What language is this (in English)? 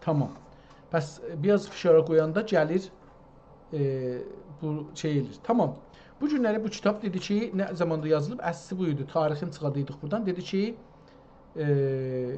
South Azerbaijani